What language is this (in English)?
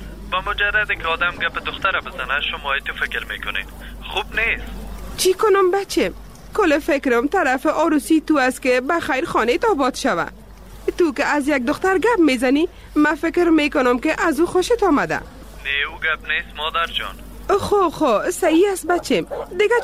Persian